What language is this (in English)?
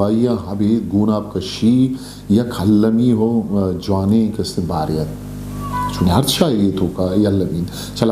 Eastern Balochi